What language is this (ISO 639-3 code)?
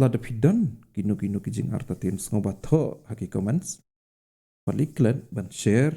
kha